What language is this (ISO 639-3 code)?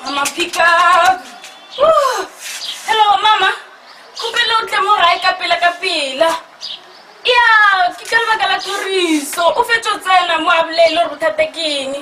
nso